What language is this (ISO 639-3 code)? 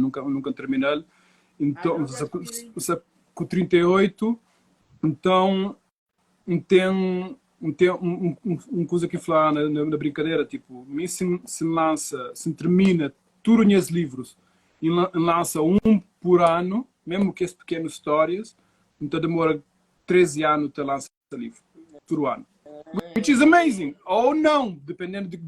kea